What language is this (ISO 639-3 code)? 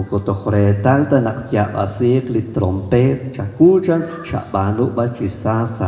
kek